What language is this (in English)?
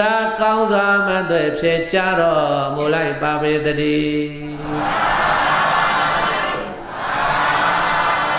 Burmese